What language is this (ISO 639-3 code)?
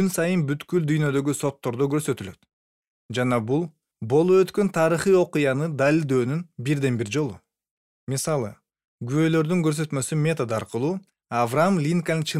kir